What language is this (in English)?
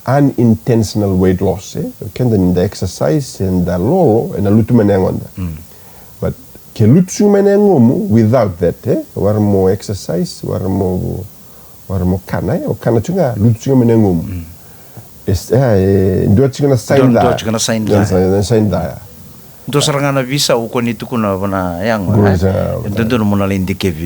Fijian